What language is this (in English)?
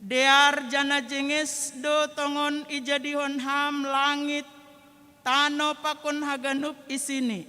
Batak Simalungun